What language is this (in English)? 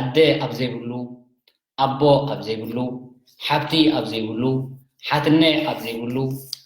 Tigrinya